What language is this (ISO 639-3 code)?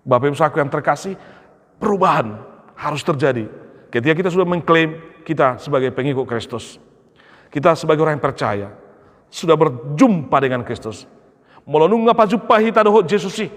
bbc